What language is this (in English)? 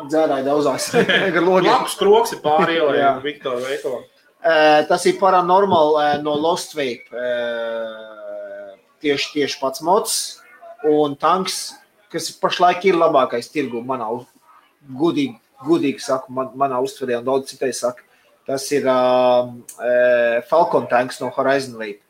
Latvian